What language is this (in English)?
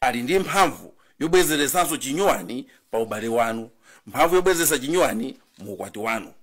Nyanja